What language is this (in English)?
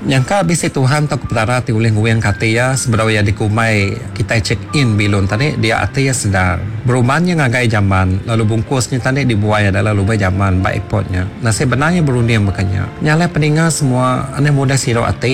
Iban